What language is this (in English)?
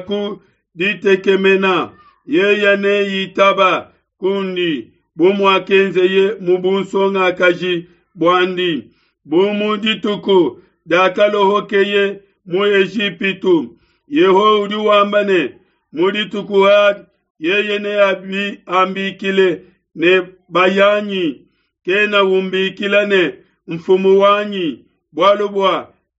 Luba-Lulua